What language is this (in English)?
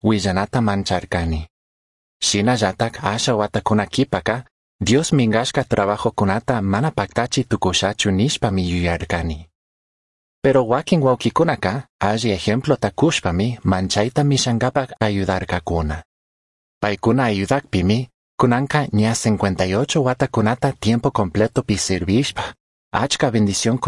Chimborazo Highland Quichua